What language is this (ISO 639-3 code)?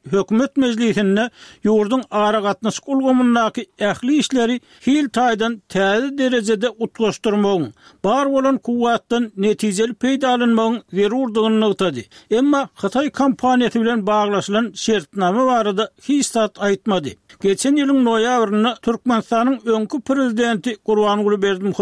tuk